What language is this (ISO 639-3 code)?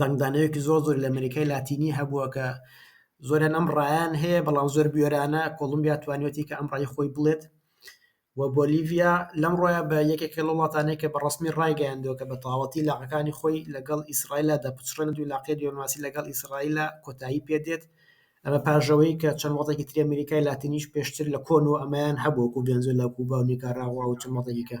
ckb